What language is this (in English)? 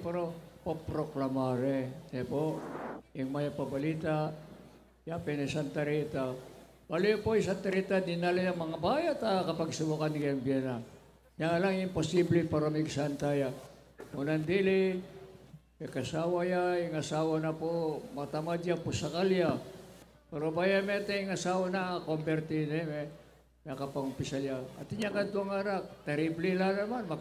Pampanga